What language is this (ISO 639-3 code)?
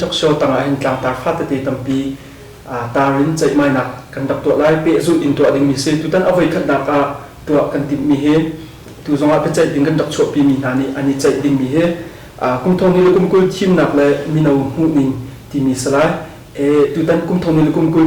cnh